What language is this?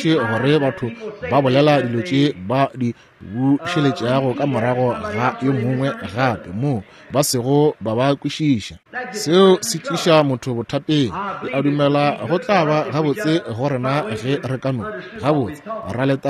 Northern Sotho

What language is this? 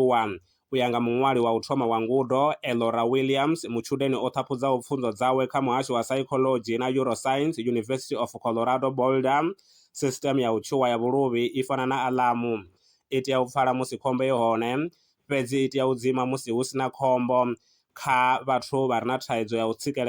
Venda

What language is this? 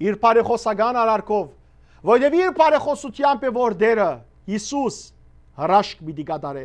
Western Armenian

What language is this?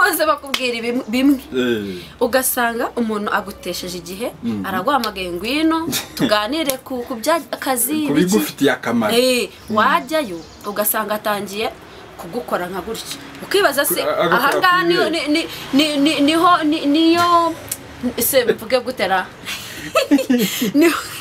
Kinyarwanda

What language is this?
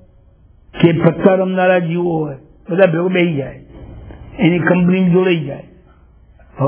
Gujarati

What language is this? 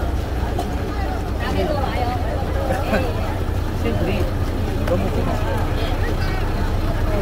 Korean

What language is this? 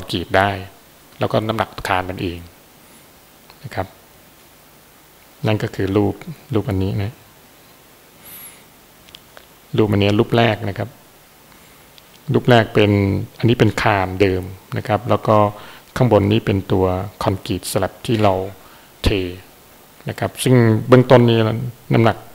Thai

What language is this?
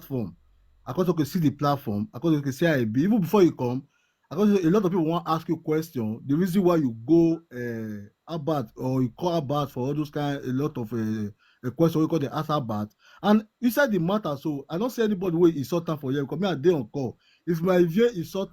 Nigerian Pidgin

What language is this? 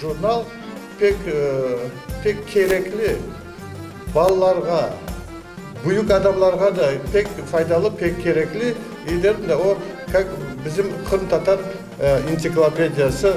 Crimean Tatar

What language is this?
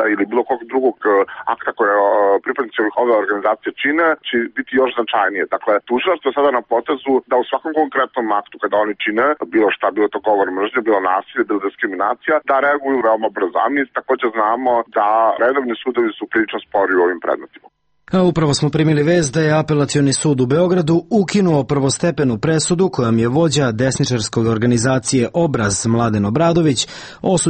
Serbian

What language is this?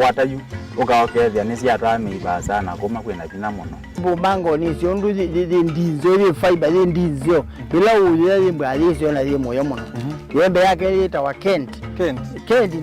Kamba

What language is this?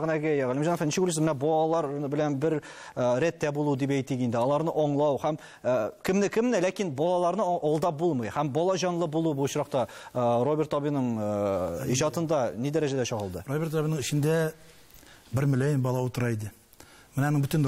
Tatar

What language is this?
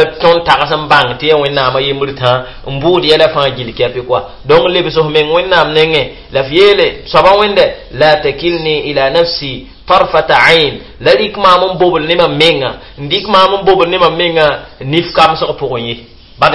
Mossi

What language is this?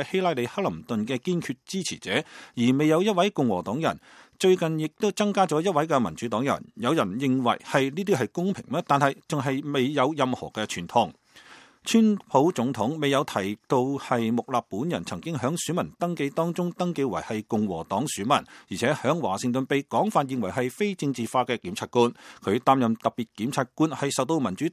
Cantonese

